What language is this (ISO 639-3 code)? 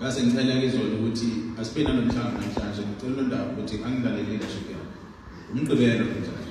zul